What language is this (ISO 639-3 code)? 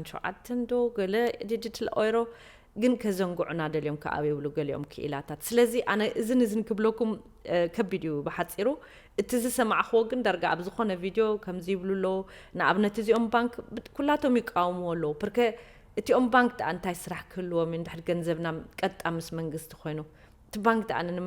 tir